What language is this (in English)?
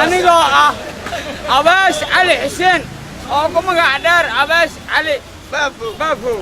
Somali